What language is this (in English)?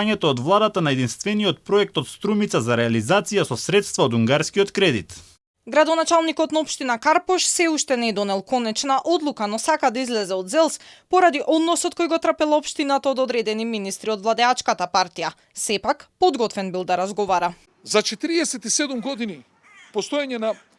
Macedonian